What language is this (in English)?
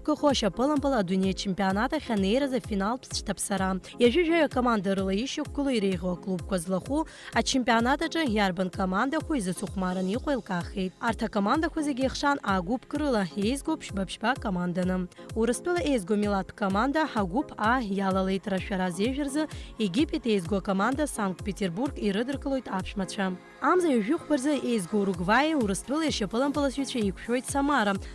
Abkhazian